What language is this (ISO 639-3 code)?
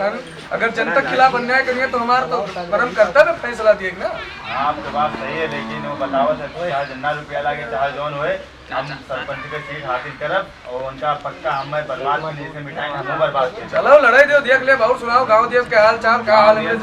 awa